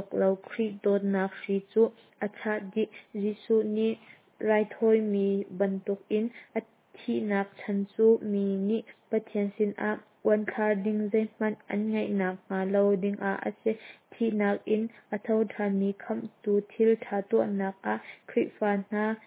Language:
Hakha Chin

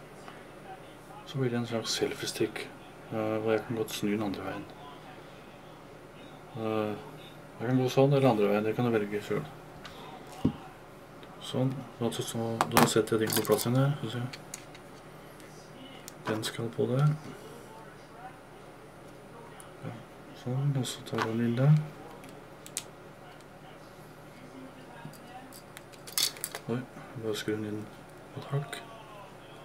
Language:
Norwegian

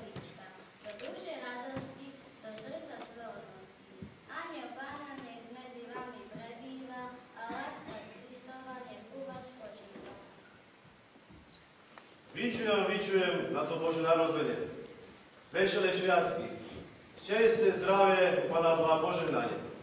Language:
Slovak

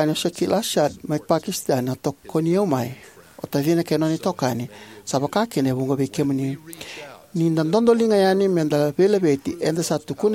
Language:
Fijian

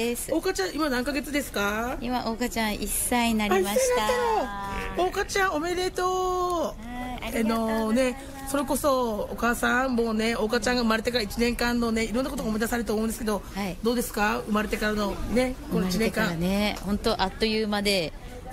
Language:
Japanese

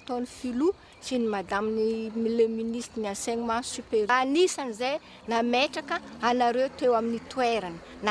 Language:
Malagasy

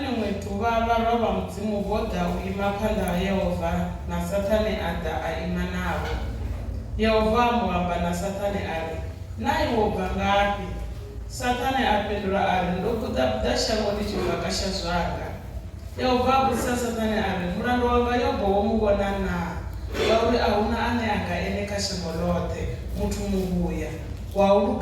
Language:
Venda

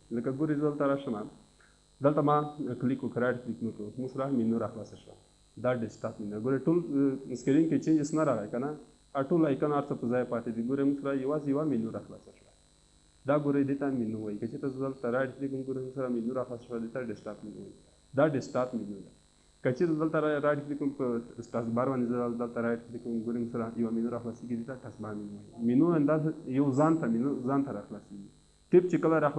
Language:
Pashto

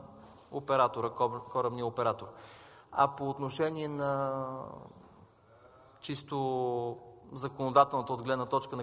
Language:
Bulgarian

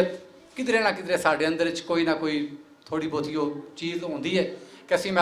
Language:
Western Panjabi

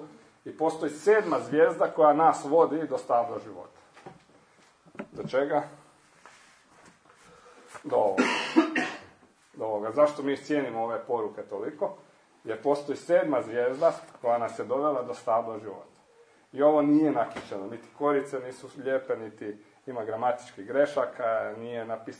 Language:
Croatian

